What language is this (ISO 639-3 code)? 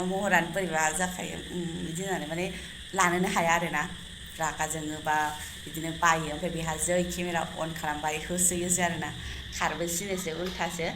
brx